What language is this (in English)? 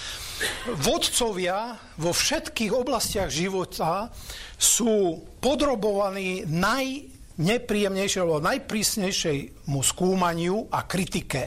Slovak